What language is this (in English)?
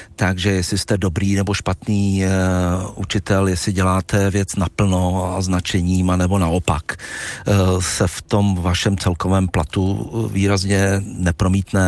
Czech